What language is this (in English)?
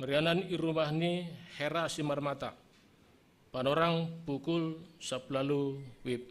Batak Simalungun